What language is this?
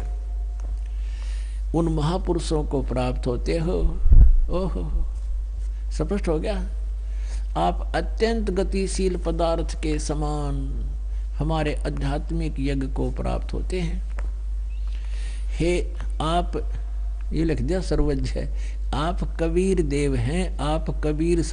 Hindi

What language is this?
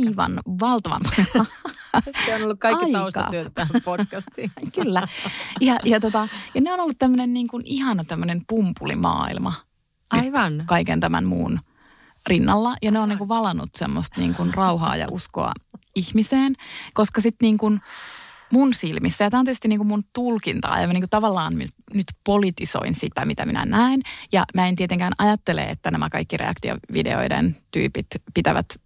Finnish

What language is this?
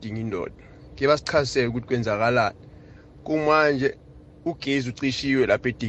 South Ndebele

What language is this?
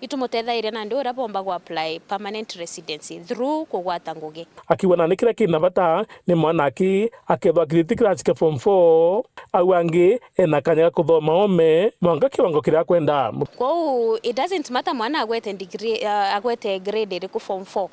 Meru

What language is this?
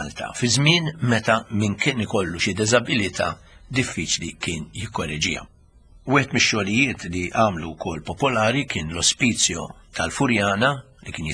Maltese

